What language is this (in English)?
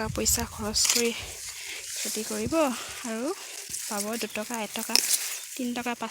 Assamese